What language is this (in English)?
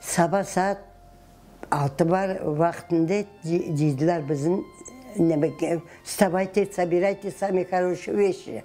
Crimean Tatar